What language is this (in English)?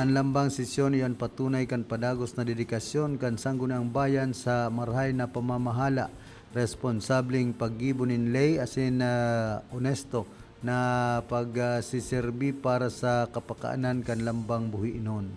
Bikol